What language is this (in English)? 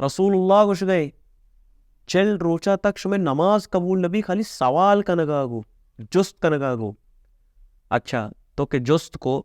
Baluchi